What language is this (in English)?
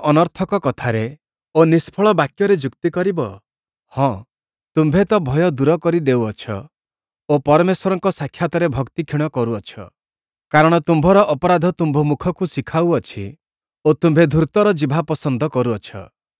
Odia